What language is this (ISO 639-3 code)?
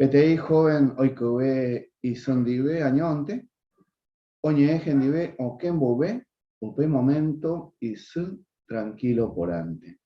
grn